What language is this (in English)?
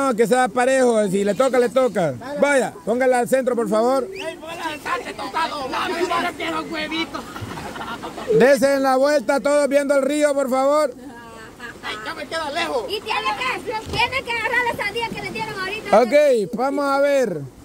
Spanish